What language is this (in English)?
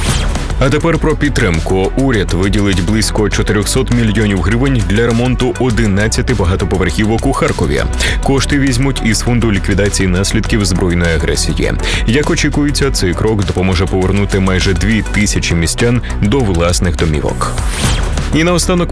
Ukrainian